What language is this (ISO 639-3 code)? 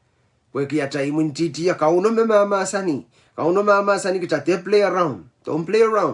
pon